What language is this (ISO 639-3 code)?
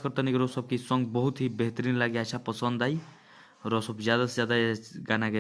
bho